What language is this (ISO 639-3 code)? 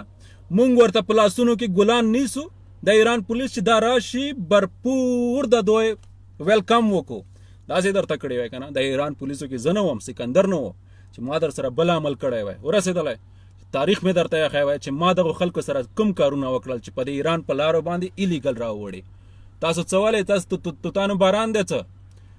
pus